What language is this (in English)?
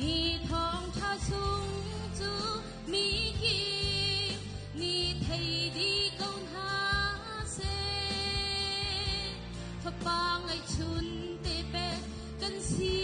Hakha Chin